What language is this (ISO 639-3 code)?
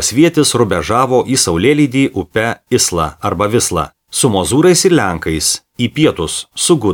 lit